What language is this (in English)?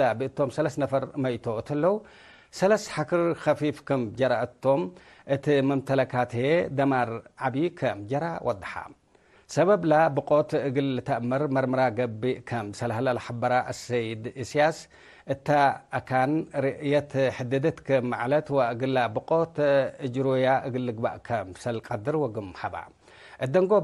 Tigre